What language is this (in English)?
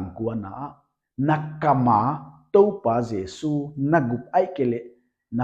Paite Chin